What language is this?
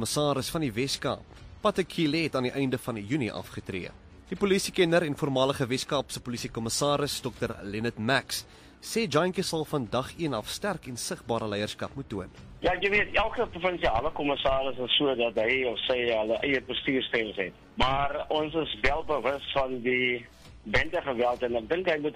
Afrikaans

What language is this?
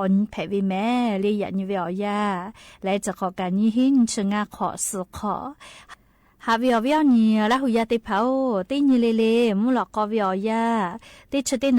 Lahu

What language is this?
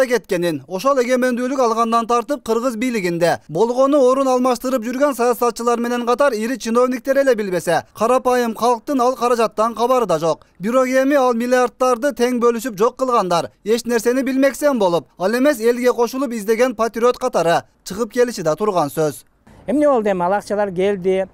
Kyrgyz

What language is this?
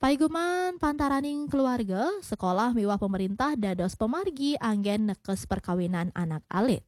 Balinese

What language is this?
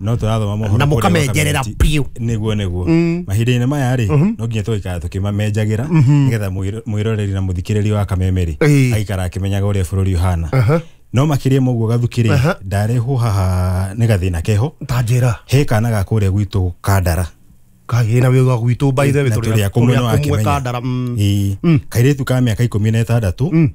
Kikuyu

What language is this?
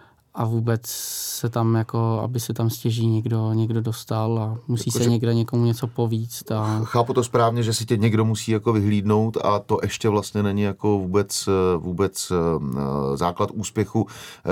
Czech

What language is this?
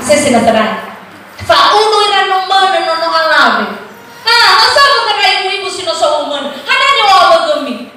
Nias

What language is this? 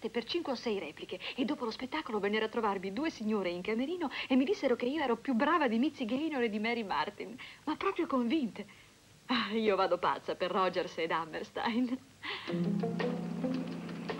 Italian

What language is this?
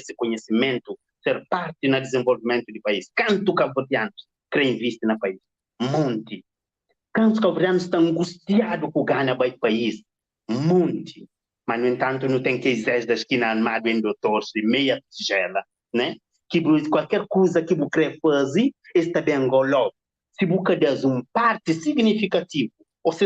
Kabuverdianu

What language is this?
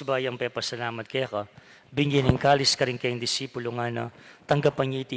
Pampanga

